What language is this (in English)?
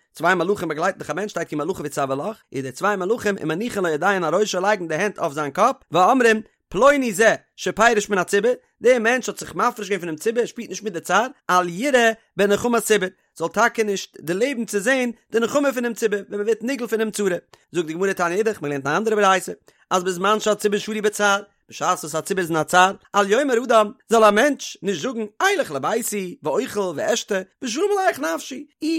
Yiddish